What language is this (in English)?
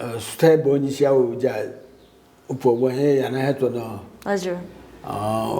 Newari